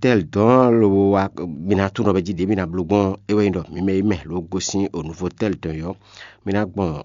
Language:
Fon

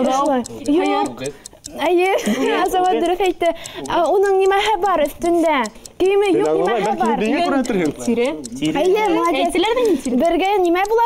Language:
Bashkir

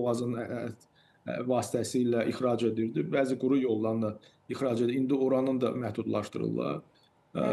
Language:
Azerbaijani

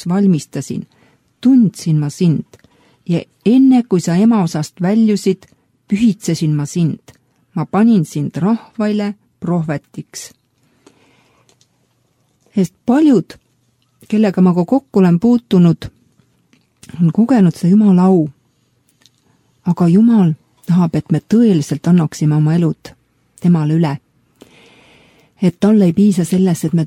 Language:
Estonian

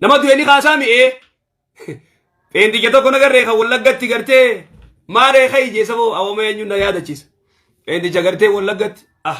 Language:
Oromo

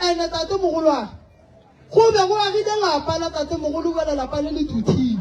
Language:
Northern Sotho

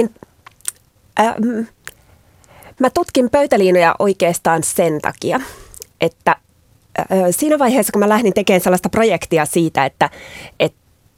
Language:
Finnish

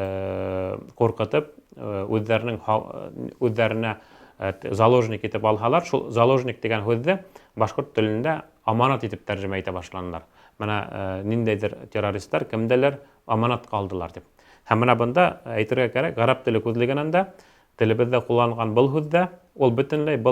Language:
Bashkir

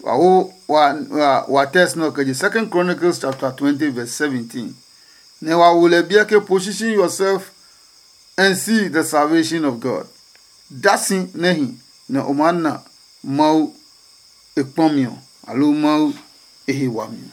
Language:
Adangme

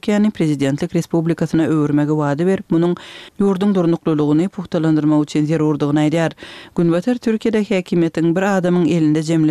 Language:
Turkmen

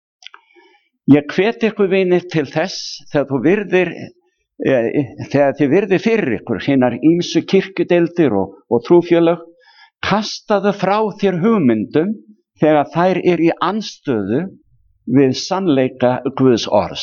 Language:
Icelandic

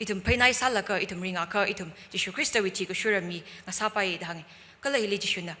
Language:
Tangkhul Naga (India)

